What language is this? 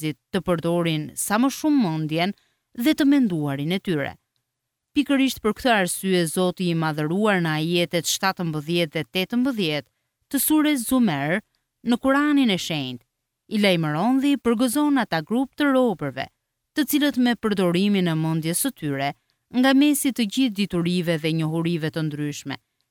Albanian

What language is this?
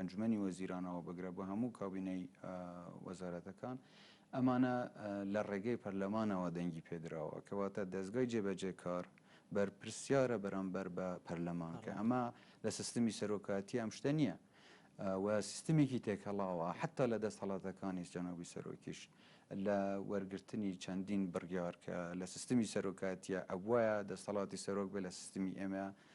Central Kurdish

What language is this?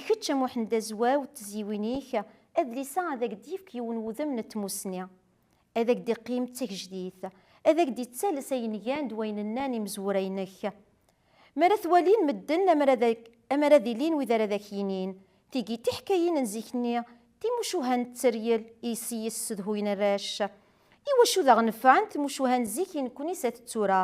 Kabyle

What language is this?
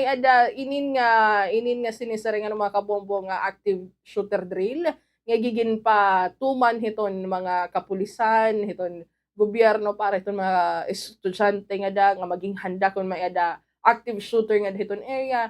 Waray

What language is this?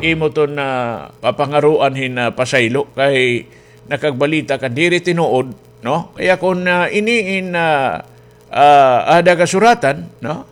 Waray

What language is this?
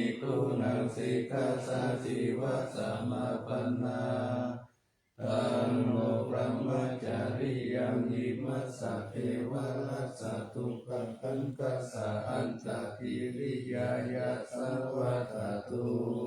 Pali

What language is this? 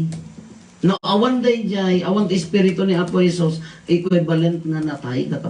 Iloko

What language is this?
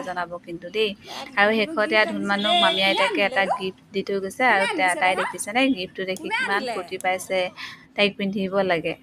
Assamese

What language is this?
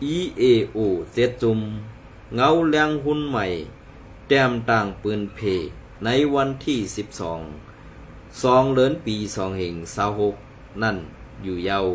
Shan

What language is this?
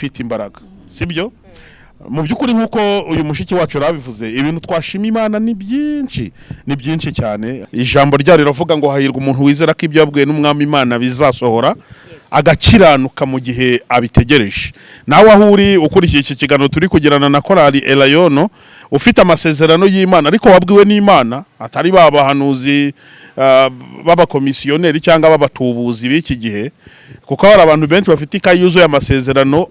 Kinyarwanda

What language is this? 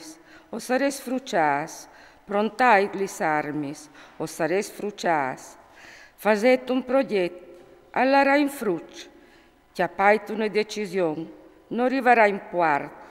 Friulian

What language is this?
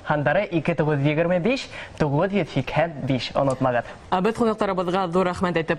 Bashkir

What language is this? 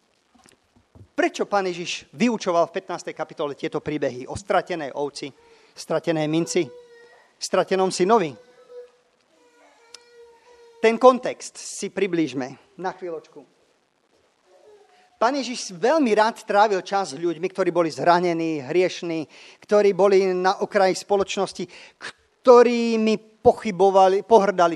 Slovak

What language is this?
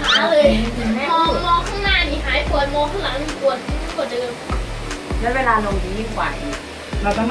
Thai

